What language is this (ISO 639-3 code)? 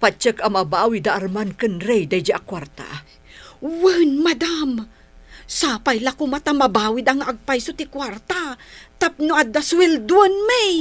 ilo